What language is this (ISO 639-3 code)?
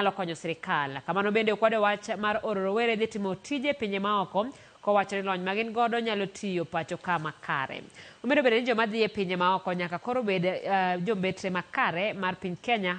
luo